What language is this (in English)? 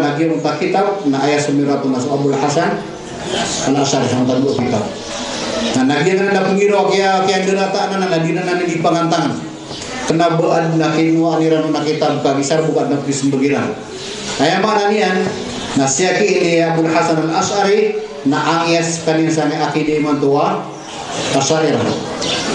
Maranao